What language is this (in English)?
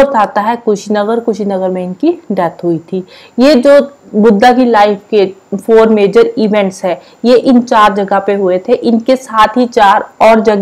Hindi